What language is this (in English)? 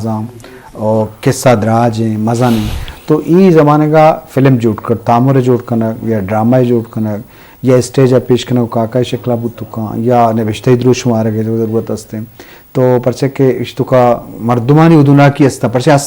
Eastern Balochi